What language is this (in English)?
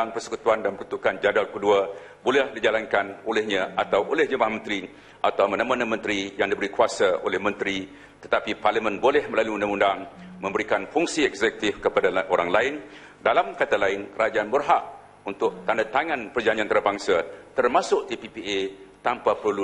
Malay